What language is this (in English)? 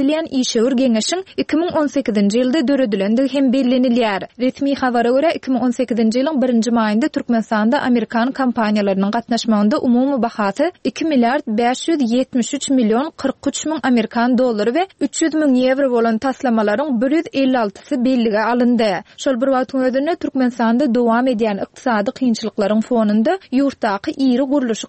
Turkmen